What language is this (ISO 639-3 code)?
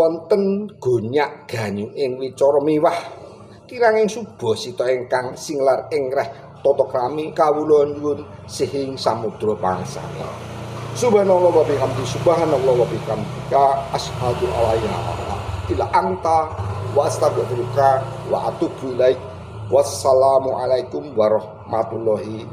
jav